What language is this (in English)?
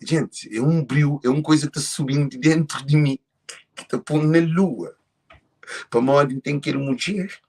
Kabuverdianu